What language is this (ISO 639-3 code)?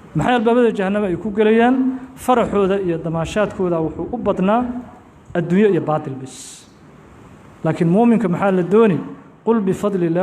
som